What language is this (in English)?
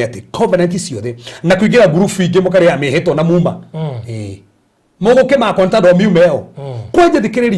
Kikuyu